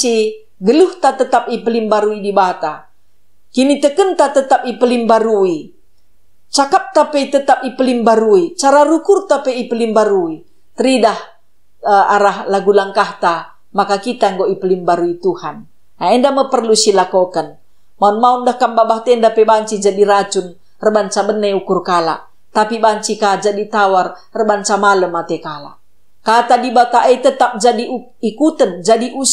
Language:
Batak Karo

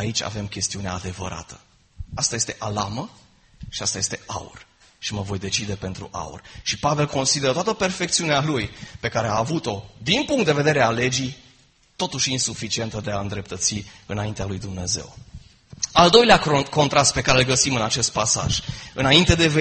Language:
Romanian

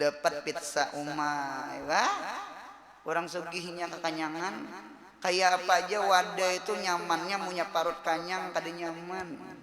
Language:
Banjar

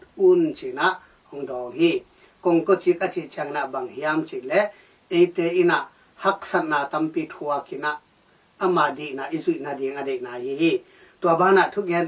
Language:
Tedim Chin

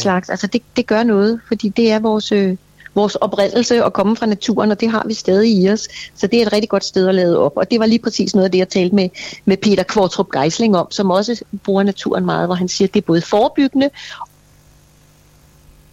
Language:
Danish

